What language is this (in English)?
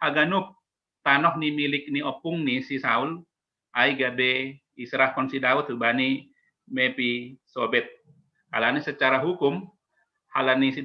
Batak Simalungun